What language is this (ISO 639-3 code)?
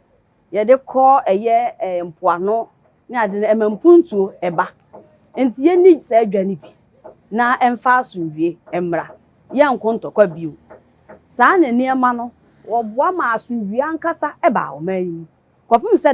aka